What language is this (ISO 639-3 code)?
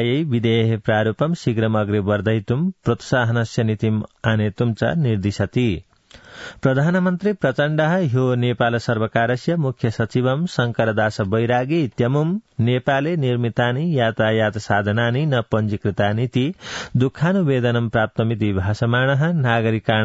san